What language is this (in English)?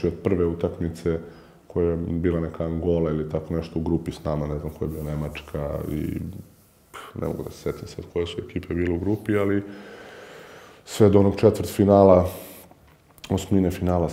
Serbian